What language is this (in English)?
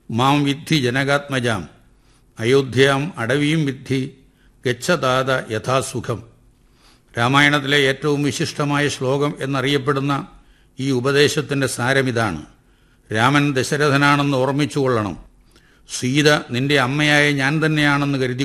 Malayalam